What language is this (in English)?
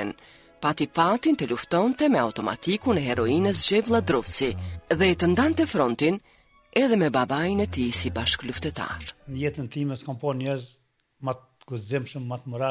Albanian